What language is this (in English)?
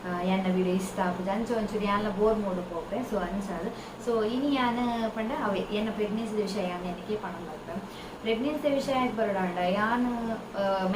Tulu